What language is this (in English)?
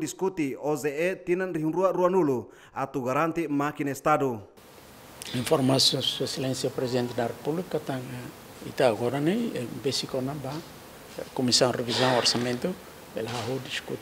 Tetum